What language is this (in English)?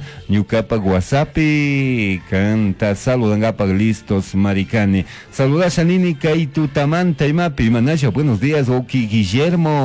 Chimborazo Highland Quichua